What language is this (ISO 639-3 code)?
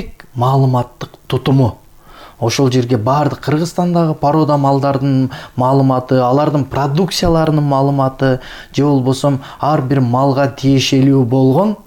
kir